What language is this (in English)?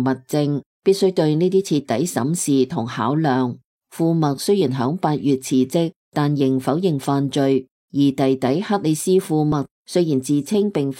Cantonese